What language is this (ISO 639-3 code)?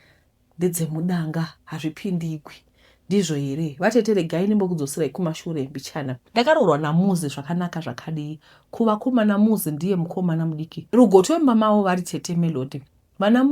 sna